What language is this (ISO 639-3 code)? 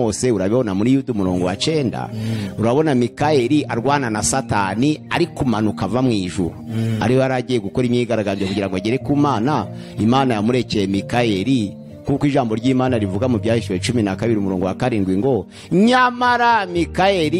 kin